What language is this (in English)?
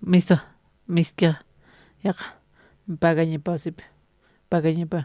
Aymara